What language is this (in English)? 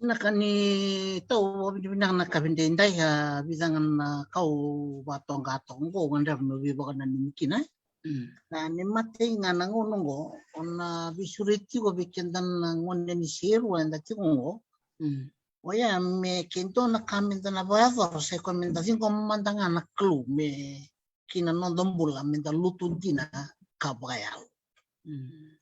Fijian